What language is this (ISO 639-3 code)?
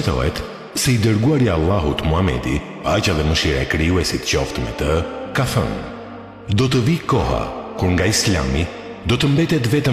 sqi